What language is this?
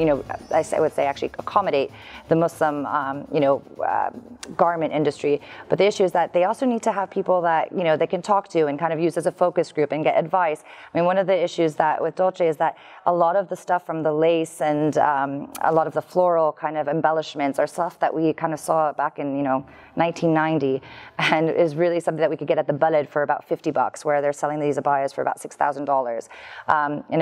English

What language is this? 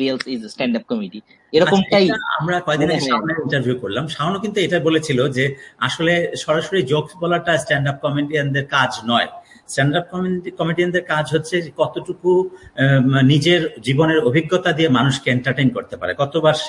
Bangla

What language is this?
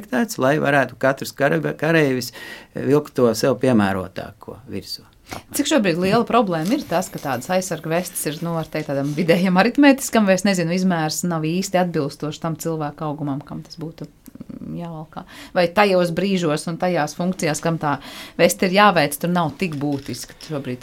Latvian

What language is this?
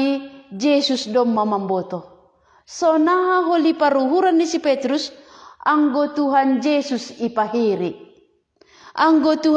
Batak Simalungun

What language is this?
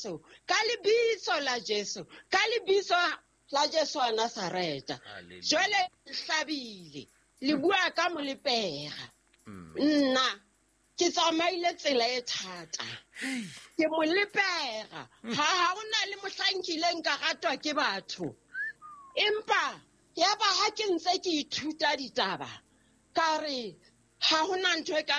Southern Sotho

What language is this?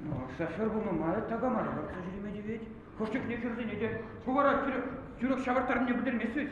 Chuvash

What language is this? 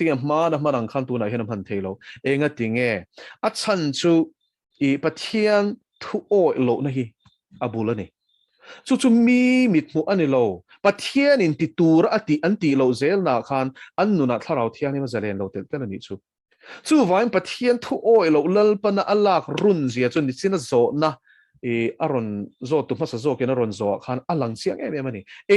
Mizo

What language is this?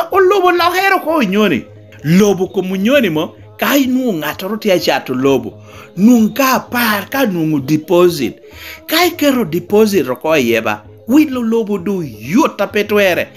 Lango (Uganda)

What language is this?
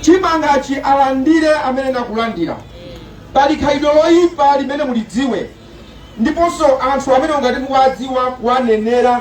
Nyanja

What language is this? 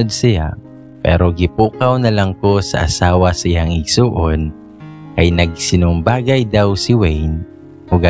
Cebuano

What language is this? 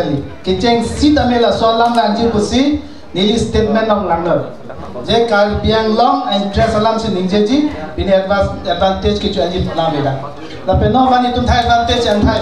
Karbi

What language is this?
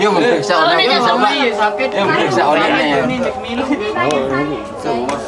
Sasak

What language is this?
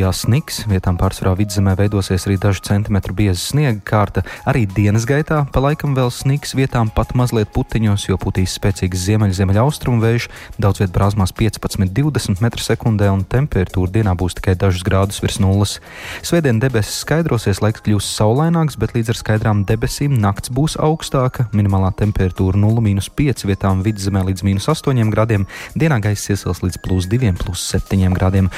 Latvian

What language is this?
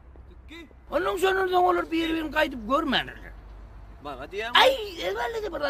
Turkmen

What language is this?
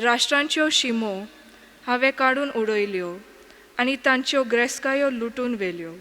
Konkani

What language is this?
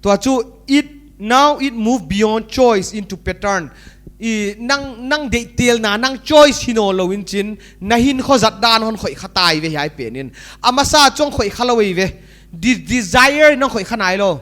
Paite Chin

